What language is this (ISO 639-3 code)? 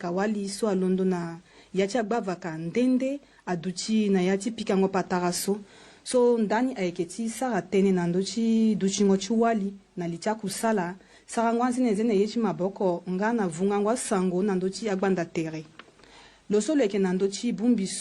sag